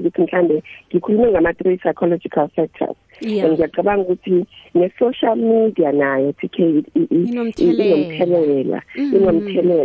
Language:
South Ndebele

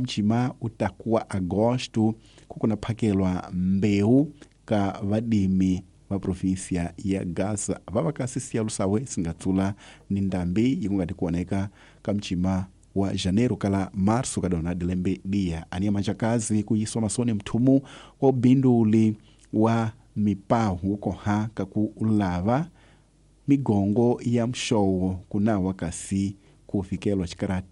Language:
Tsonga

